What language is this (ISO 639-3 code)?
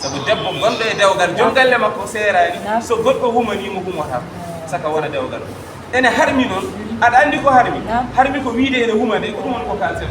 ful